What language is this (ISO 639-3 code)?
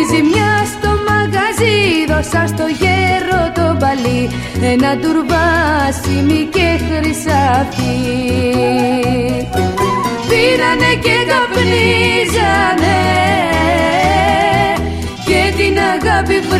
ell